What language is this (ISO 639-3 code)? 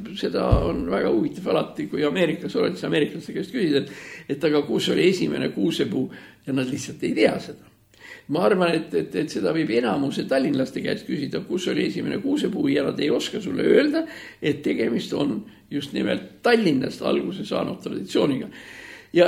est